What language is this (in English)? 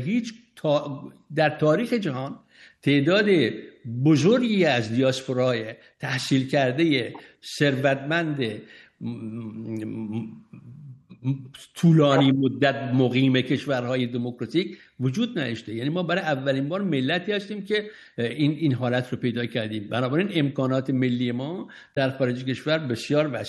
Persian